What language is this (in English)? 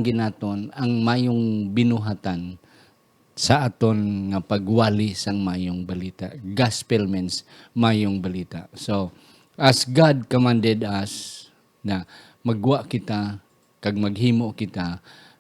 Hiligaynon